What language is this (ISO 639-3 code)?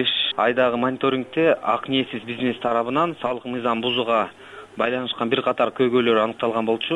kir